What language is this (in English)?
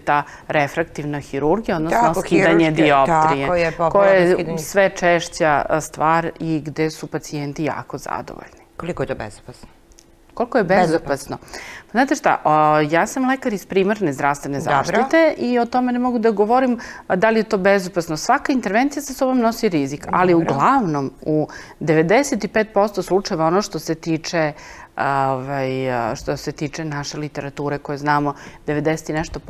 Serbian